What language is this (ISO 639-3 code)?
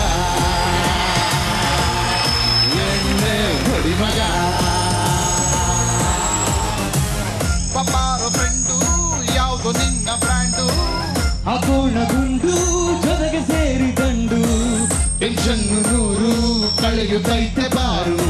kan